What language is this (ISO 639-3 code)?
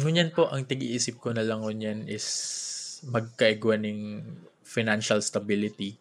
bik